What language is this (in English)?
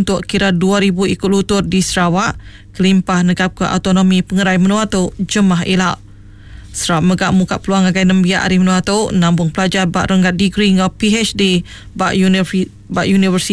Iban